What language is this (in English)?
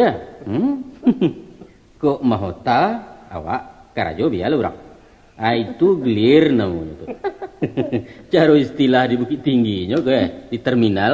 Minangkabau